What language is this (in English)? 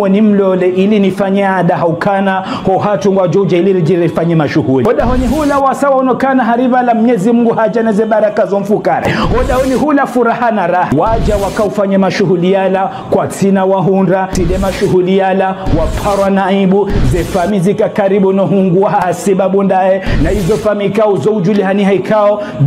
Ngazidja Comorian